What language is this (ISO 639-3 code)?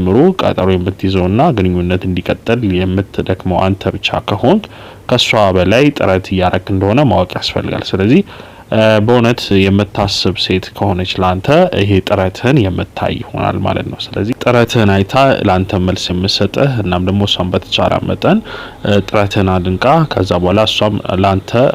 amh